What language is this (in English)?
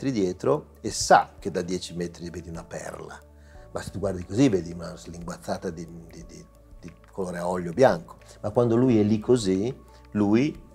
Italian